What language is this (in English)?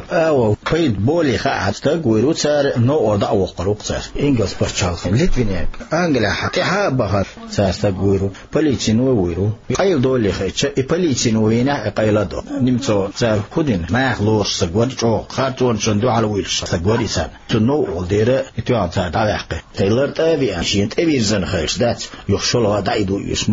Chechen